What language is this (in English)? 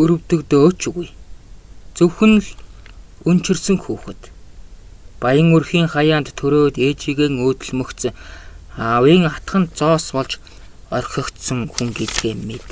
Mongolian